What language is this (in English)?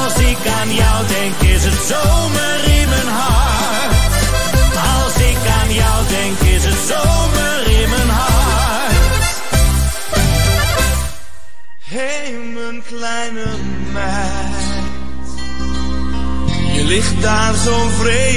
Dutch